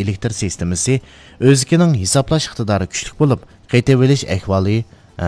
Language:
Uyghur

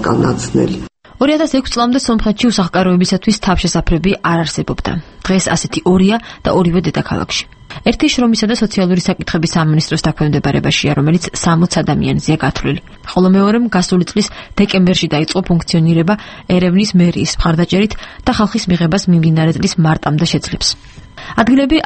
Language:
Georgian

